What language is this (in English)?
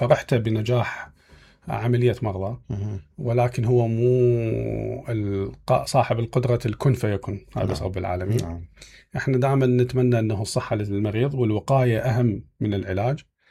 Mesopotamian Arabic